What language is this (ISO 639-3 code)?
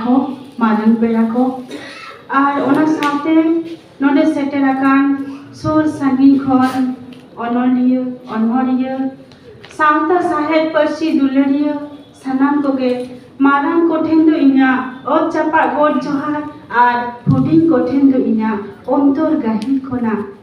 sat